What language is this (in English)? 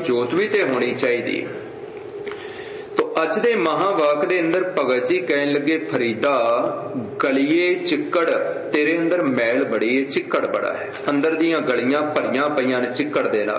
Punjabi